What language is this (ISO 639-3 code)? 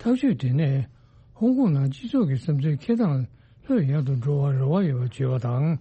bod